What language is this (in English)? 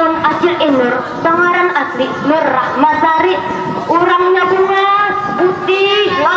Banjar